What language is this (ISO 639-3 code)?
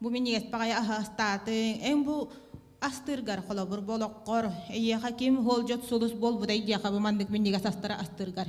sah